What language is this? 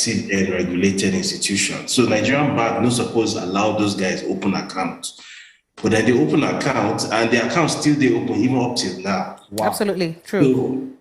Nigerian Pidgin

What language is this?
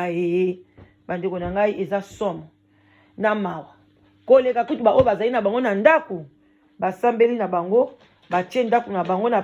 Lingala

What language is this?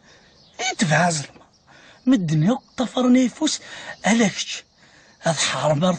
Kabyle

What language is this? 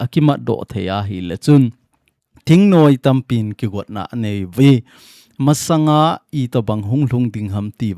Thado Chin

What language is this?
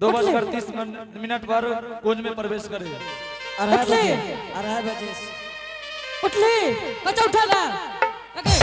Angika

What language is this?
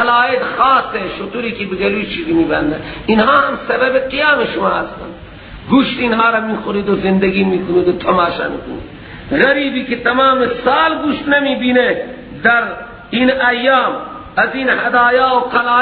Persian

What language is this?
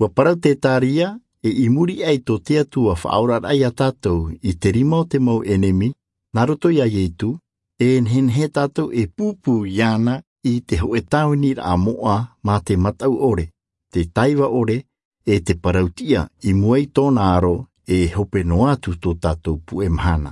Tahitian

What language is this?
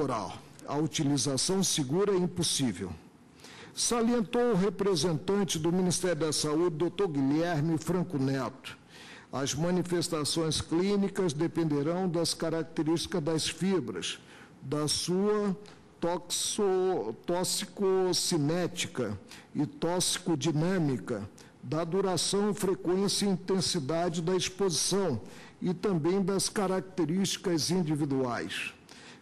Portuguese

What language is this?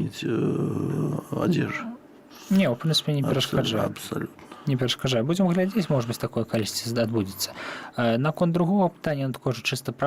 Belarusian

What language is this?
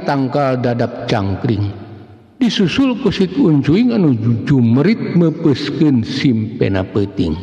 Sundanese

